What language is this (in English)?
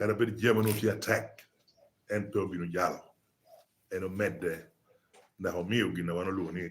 Lango (Uganda)